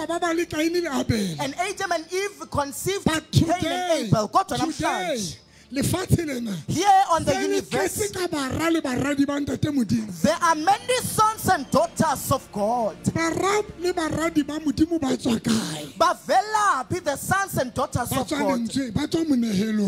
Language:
Southern Sotho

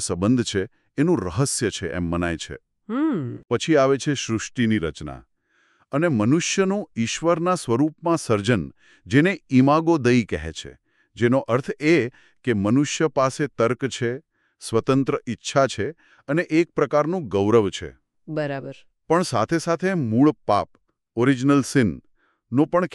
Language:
Gujarati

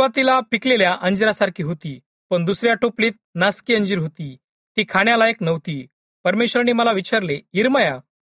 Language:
Marathi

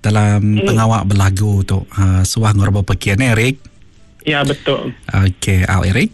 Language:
Iban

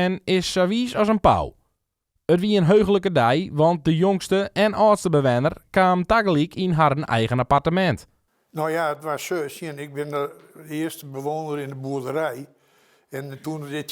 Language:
Western Frisian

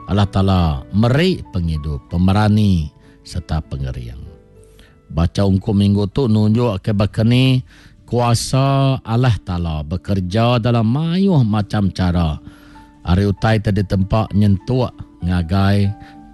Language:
Iban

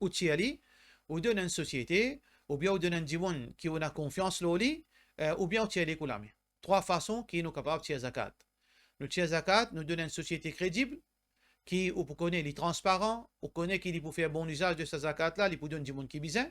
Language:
Morisyen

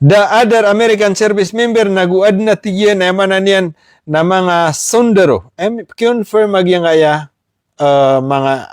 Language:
Maranao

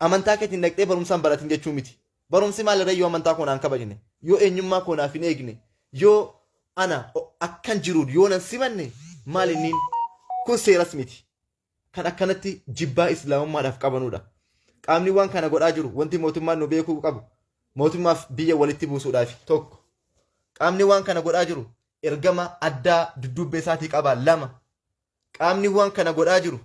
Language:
Oromo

